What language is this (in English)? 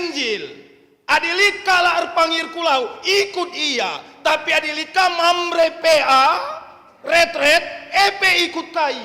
Batak Karo